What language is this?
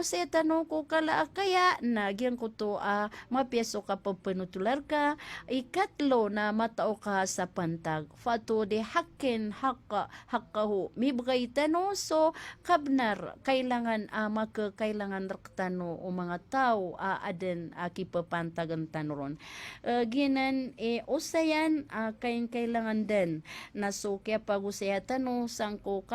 Maranao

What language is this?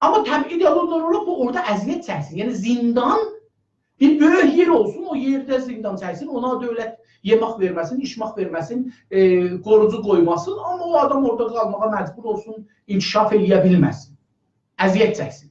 South Azerbaijani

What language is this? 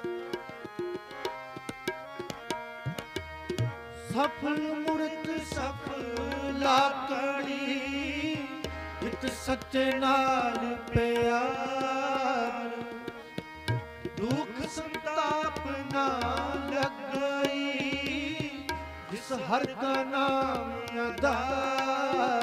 Punjabi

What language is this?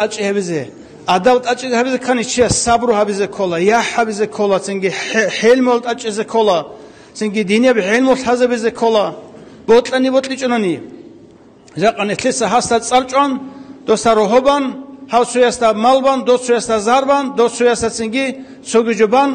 Avaric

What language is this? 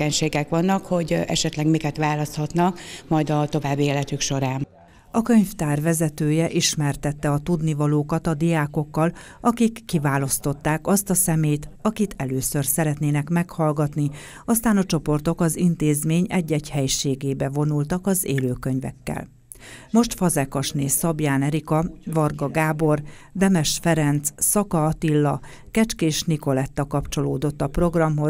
Hungarian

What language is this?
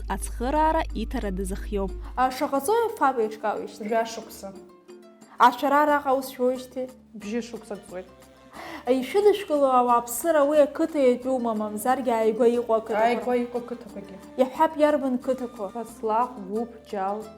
Abkhazian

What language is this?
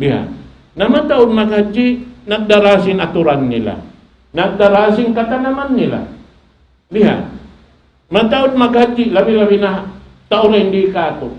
Tausug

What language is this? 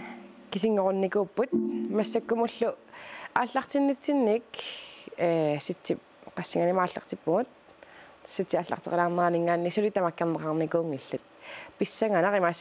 Kalaallisut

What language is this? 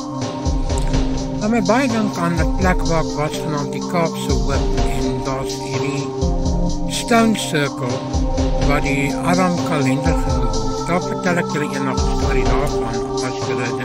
Afrikaans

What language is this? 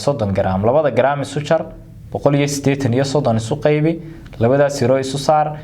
Somali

